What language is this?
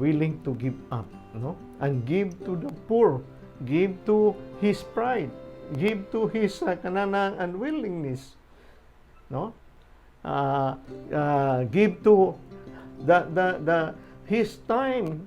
Cebuano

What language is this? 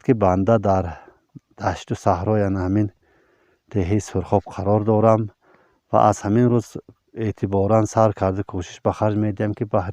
Tajik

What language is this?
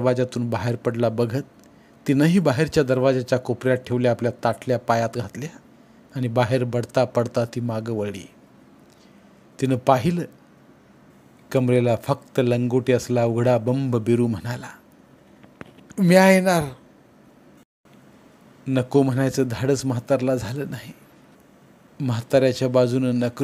Marathi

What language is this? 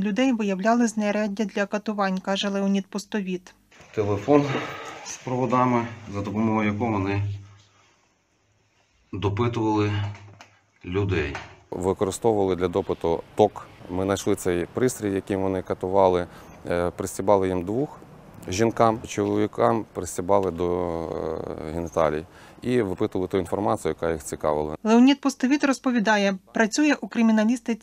Ukrainian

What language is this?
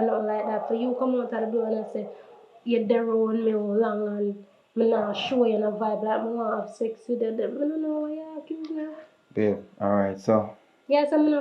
Jamaican Creole English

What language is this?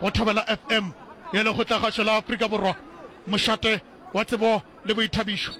Northern Sotho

